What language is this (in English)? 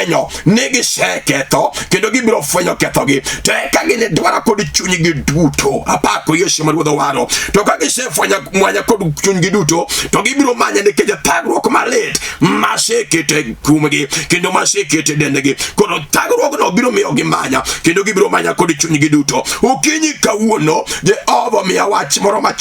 Luo (Kenya and Tanzania)